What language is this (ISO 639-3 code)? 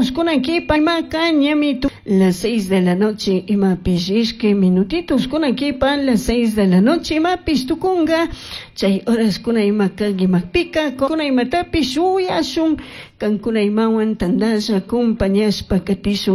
qug